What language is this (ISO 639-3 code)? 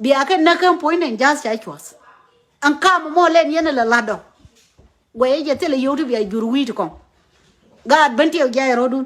nus